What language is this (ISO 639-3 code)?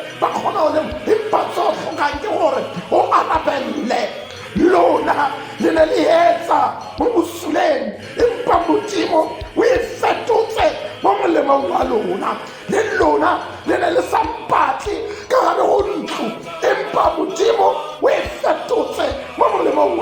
tsn